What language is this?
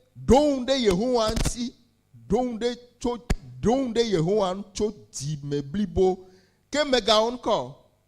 Ewe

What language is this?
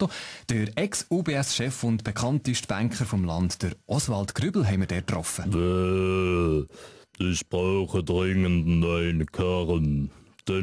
Swiss German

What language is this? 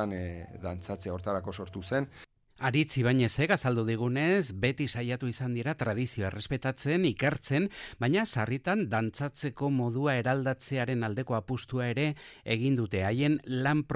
Basque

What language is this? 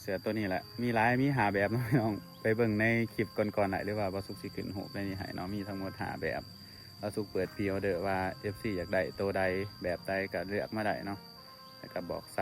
Lao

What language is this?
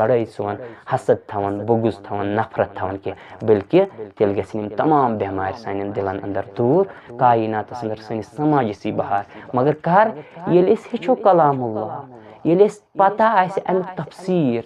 Kashmiri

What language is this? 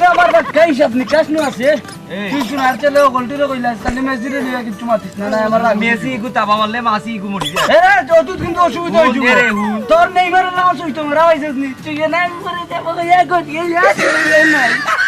Sylheti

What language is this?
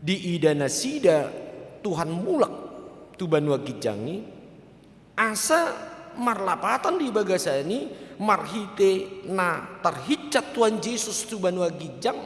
Batak Toba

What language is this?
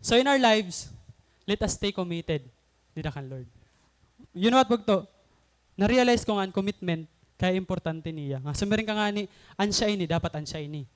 Waray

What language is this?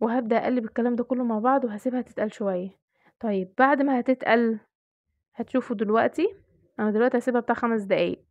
Egyptian Arabic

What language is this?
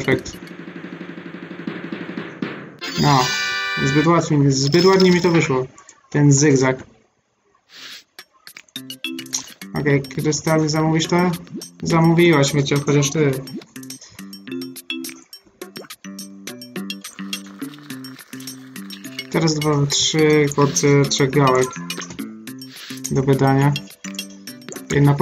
Polish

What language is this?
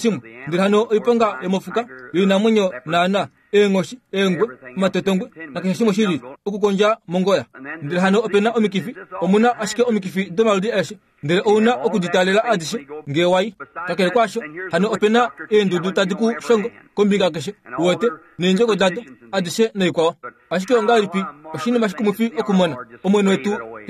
Kuanyama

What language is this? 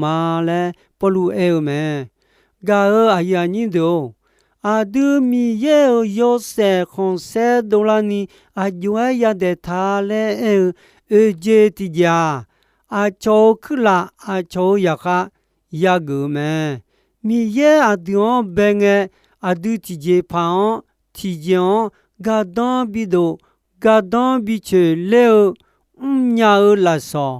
Akha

